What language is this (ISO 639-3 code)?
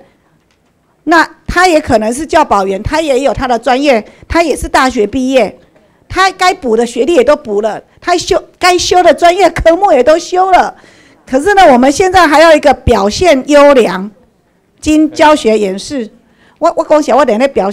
zho